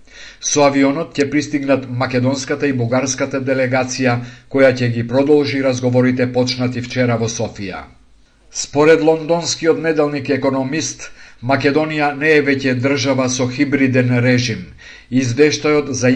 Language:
Macedonian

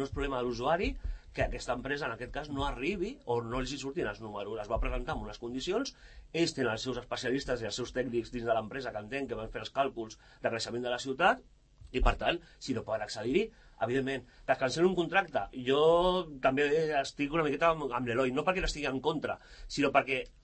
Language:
Catalan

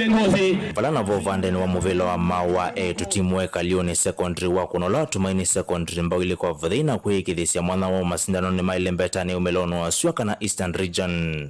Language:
Kamba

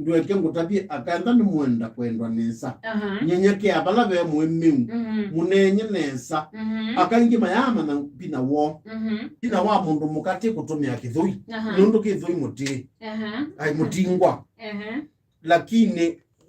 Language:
Kamba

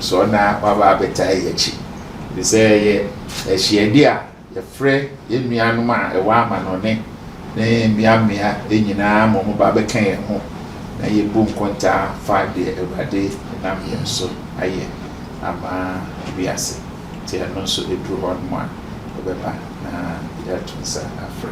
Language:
Akan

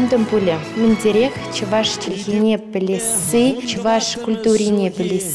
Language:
Chuvash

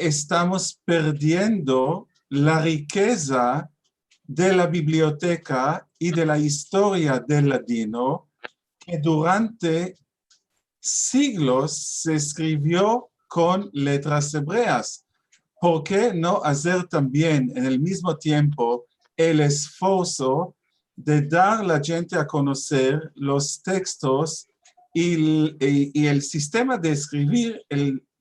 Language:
Ladino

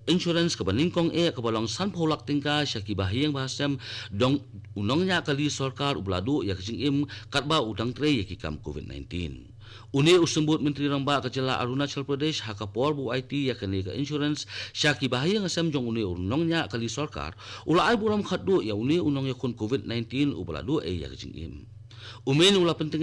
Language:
Khasi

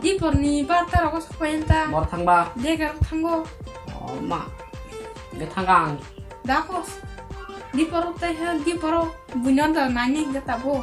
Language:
Kok Borok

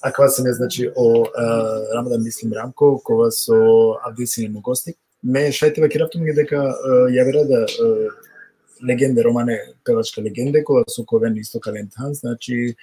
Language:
Balkan Romani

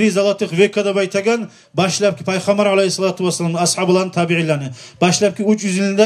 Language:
Kumyk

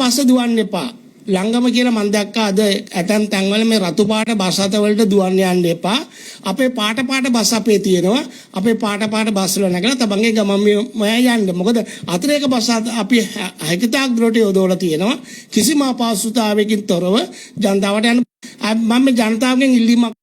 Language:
Sinhala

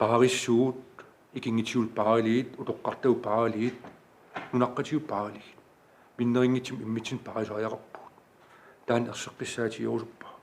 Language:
Kalaallisut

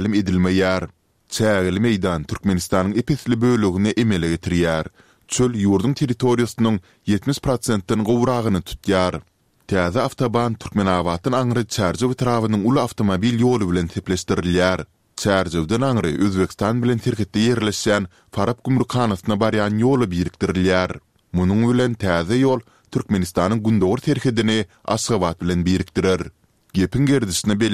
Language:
Turkmen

